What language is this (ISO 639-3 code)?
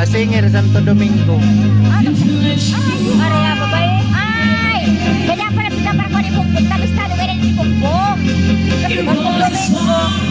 bik